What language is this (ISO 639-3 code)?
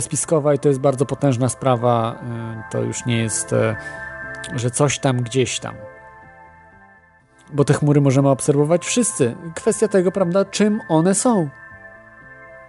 pol